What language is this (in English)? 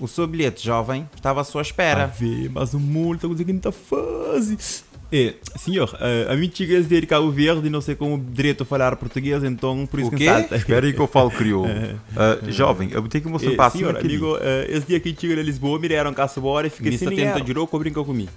Kabuverdianu